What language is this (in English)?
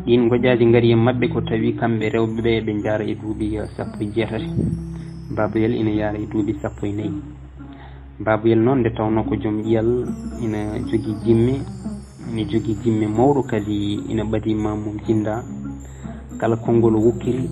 Fula